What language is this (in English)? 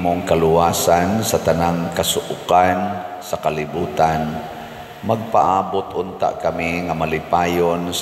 Cebuano